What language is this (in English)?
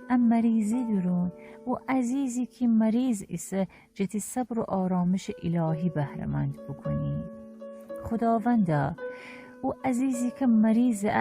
Gilaki